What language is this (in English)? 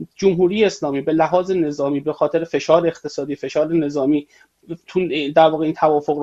Persian